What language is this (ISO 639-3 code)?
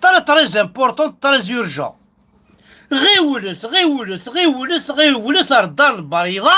kab